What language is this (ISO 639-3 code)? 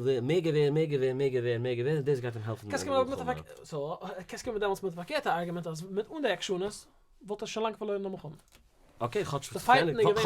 yid